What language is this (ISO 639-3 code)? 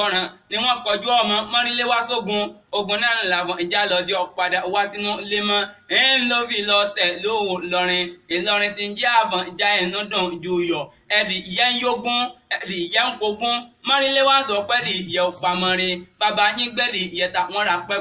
yor